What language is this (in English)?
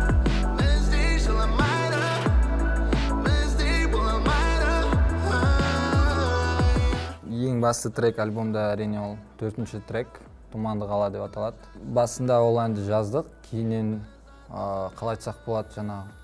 Kazakh